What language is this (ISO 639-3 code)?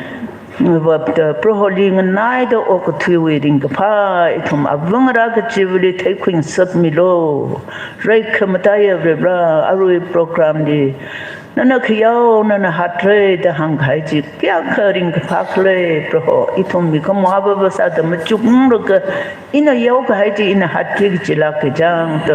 nmf